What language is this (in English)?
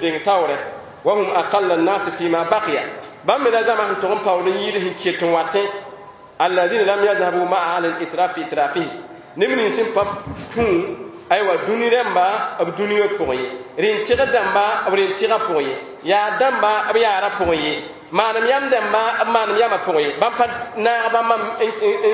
Mossi